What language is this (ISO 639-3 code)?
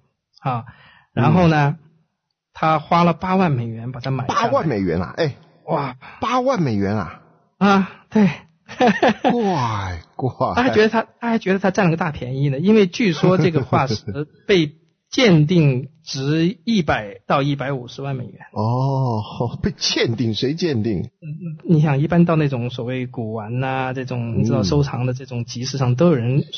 zho